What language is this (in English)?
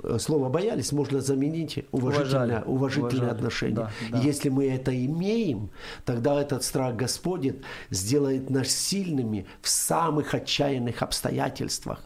Russian